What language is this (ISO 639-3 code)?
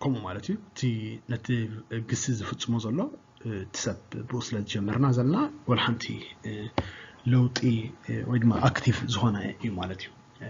tir